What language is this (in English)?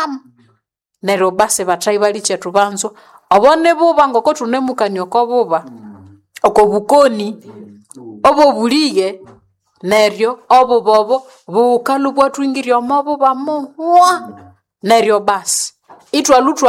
Nande